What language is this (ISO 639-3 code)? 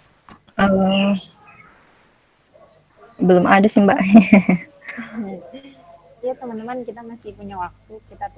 ind